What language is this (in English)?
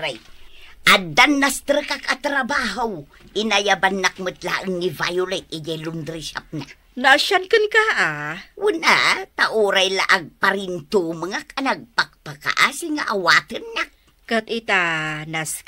Iloko